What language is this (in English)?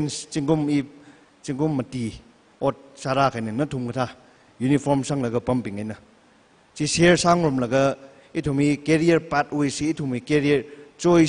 Tangkhul Naga (India)